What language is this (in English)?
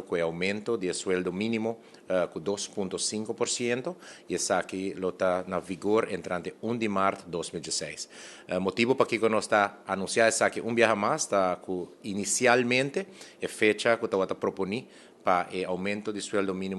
Papiamento